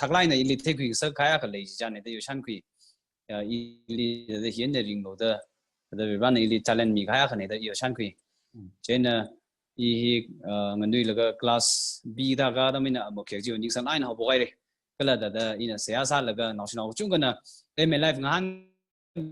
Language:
Tangkhul Naga (India)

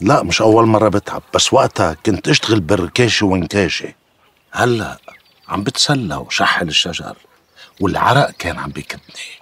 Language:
North Levantine Arabic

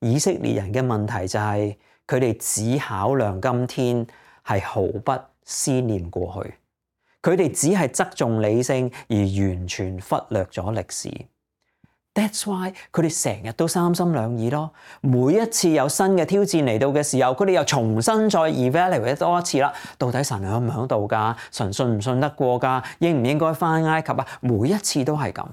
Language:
Cantonese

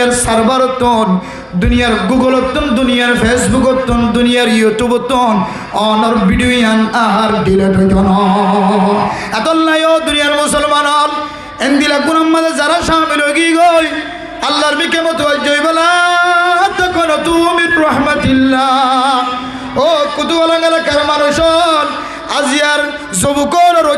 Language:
Rohingya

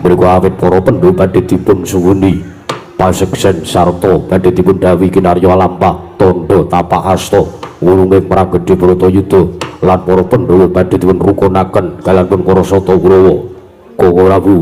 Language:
Javanese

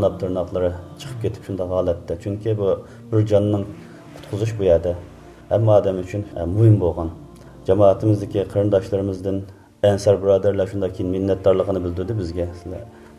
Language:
Uyghur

